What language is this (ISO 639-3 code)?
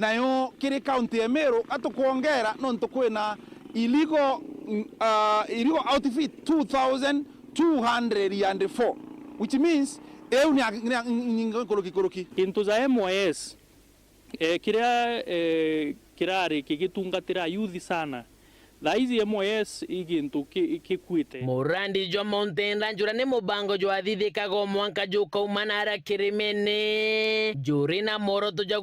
mer